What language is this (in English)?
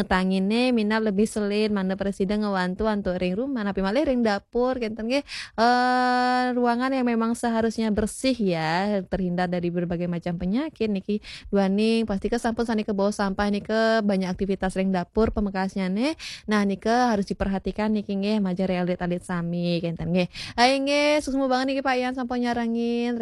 Balinese